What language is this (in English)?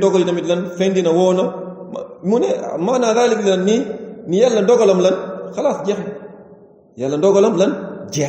Wolof